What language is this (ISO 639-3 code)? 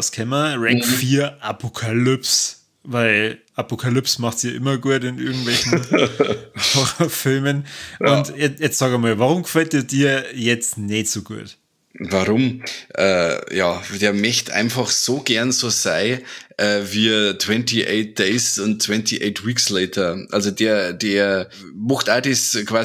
bar